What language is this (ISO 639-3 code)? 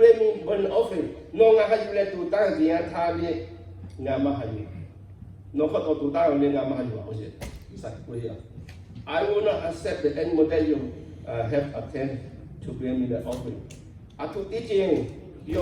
lhu